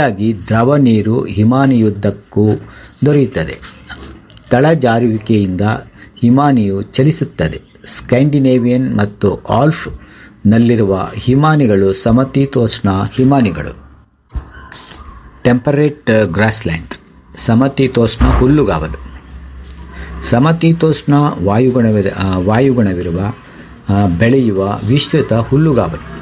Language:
Kannada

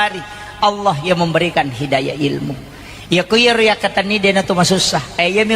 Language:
Buginese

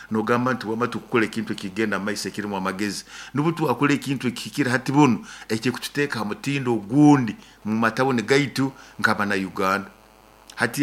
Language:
Nyoro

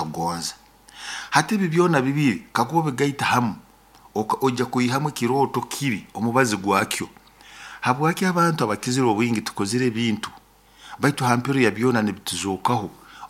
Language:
Nyoro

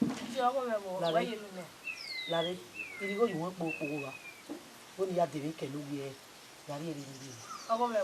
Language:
Bini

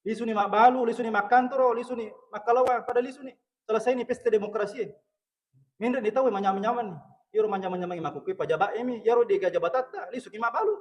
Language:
Buginese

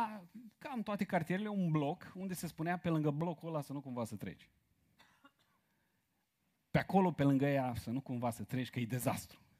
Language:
Romanian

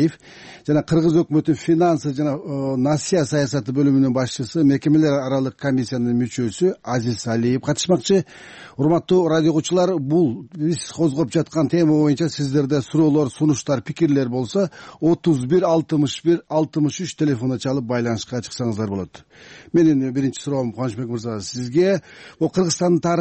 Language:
Kyrgyz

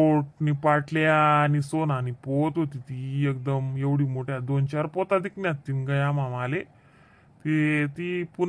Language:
Khandesi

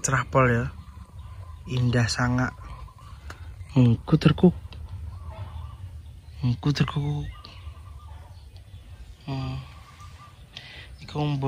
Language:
Javanese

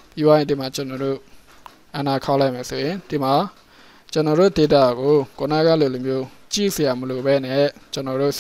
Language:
Burmese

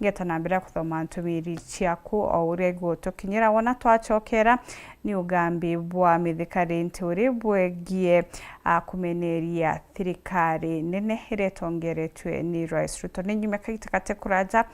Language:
Meru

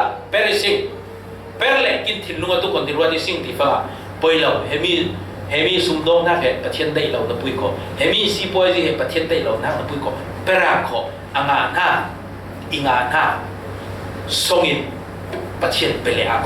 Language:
Falam Chin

